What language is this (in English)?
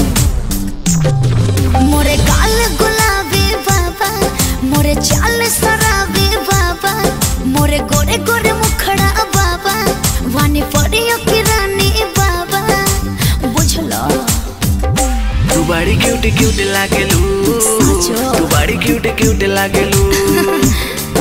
Bhojpuri